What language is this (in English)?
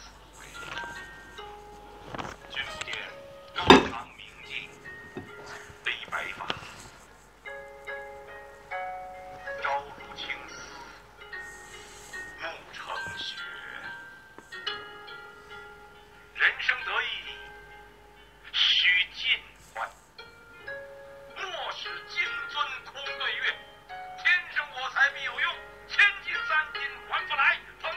Chinese